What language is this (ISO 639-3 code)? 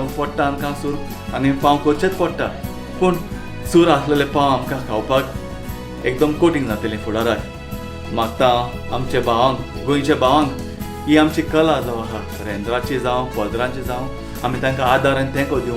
kok